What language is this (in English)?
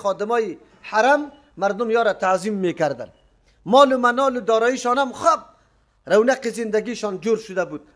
Persian